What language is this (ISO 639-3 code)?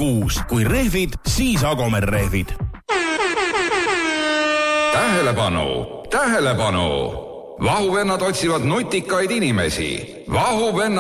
est